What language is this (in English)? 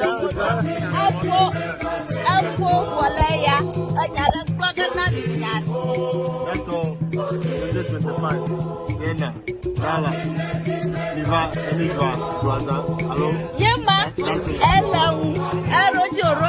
Ewe